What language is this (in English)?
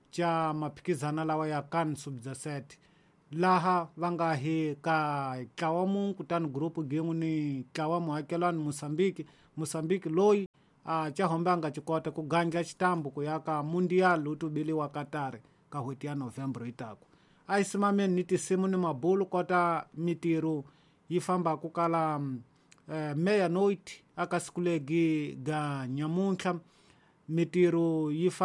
Tsonga